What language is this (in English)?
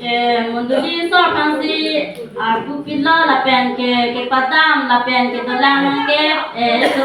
Karbi